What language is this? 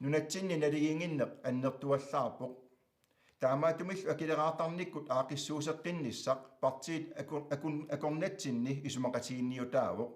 Kalaallisut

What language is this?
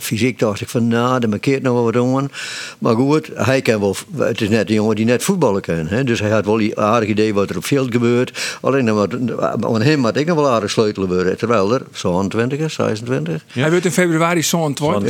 Western Frisian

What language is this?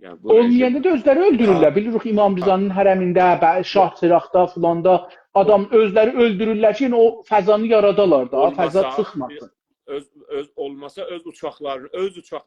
South Azerbaijani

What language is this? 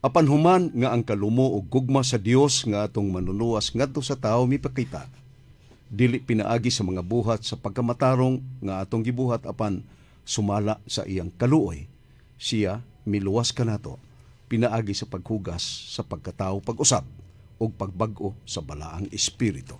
Cebuano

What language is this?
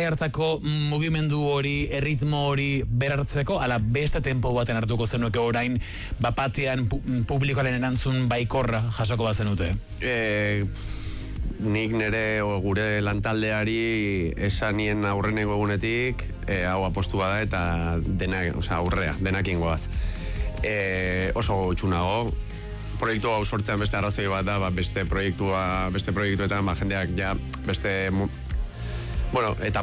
Basque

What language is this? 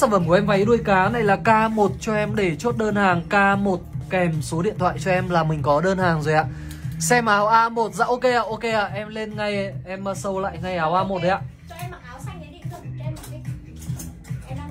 Vietnamese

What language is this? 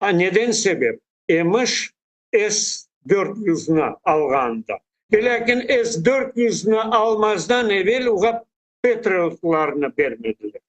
Crimean Tatar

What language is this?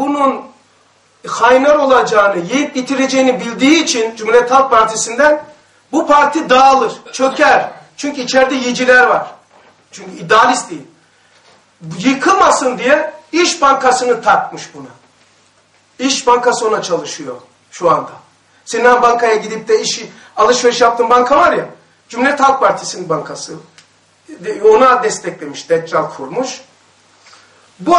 Turkish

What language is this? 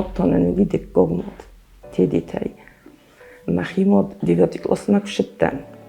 Ossetic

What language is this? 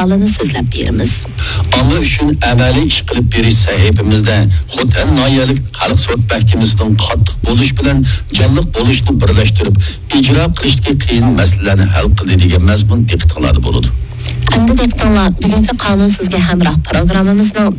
Uyghur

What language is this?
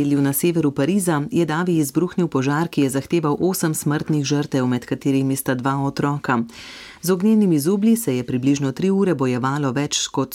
Slovenian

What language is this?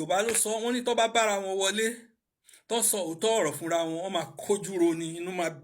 Yoruba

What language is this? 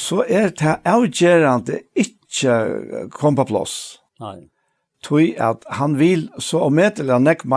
Faroese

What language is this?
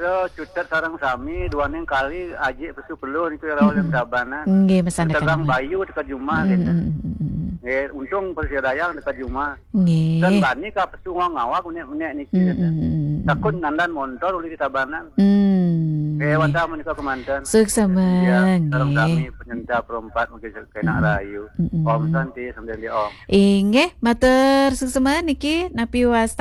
Balinese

